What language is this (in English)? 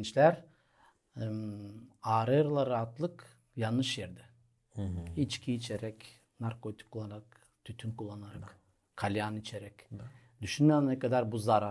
Gagauz